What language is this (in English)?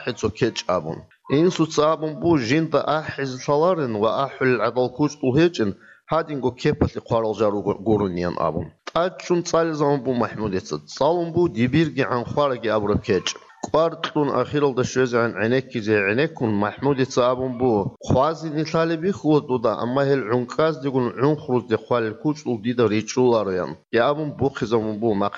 Avaric